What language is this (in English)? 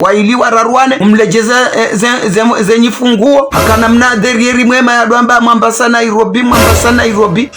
Ngazidja Comorian